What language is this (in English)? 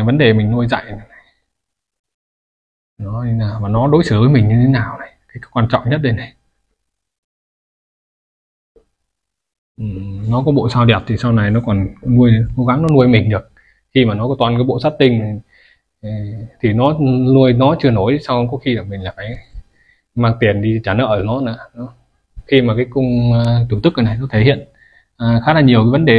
Vietnamese